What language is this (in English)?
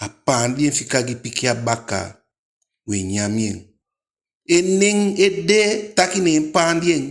Eastern Maroon Creole